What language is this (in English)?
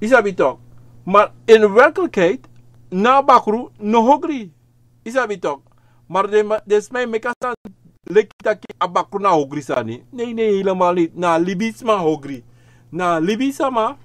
Sranan Tongo